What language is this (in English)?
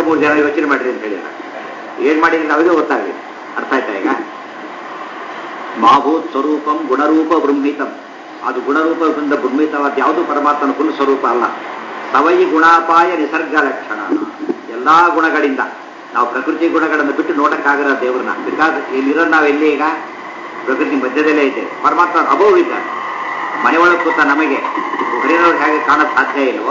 Kannada